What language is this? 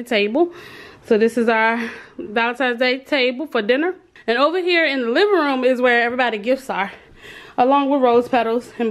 English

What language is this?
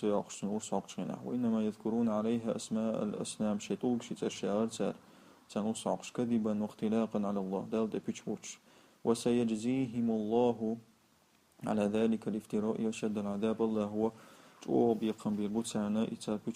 Chechen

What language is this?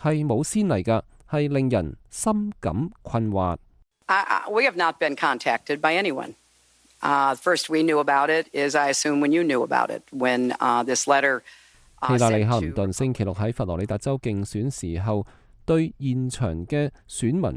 Cantonese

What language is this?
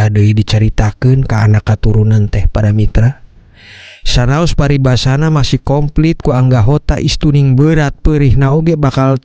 Sundanese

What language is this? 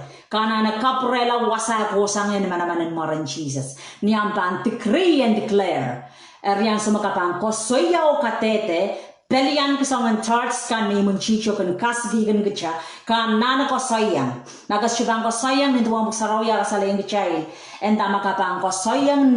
Pohnpeian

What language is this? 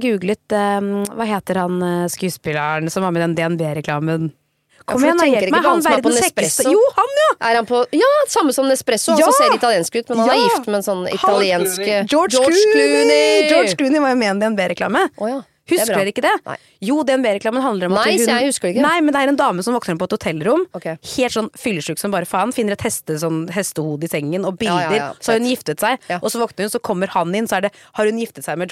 Norwegian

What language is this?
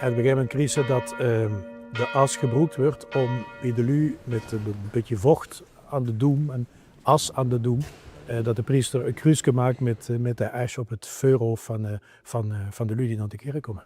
Limburgish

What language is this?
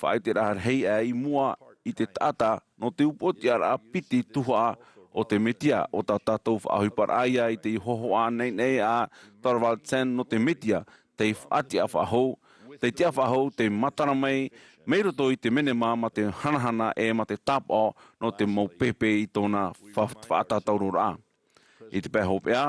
Tahitian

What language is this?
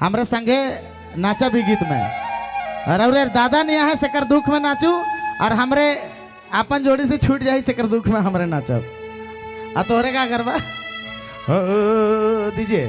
Sadri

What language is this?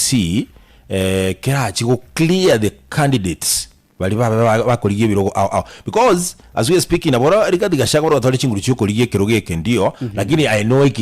Gusii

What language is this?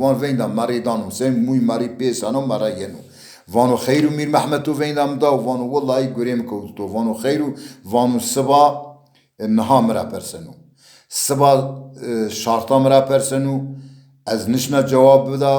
Zaza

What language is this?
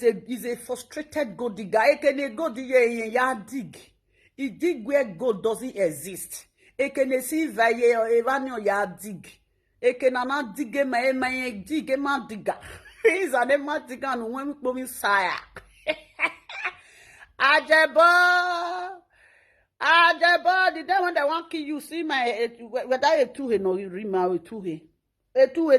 Nigerian Pidgin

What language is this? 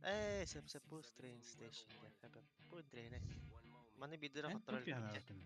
Yakut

